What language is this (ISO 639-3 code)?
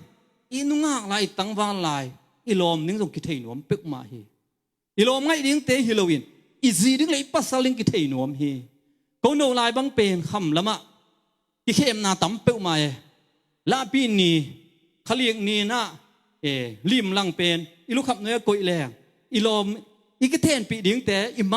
ctd